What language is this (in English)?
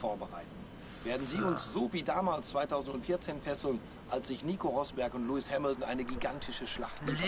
Swiss German